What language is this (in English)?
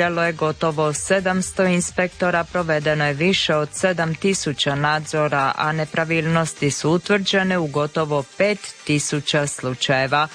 Croatian